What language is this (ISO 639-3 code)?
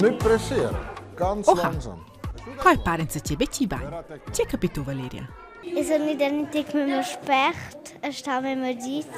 roh